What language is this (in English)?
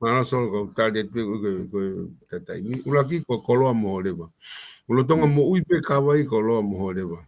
Tongan